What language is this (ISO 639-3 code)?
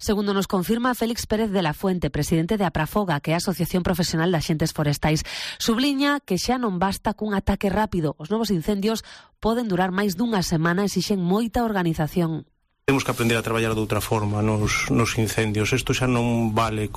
glg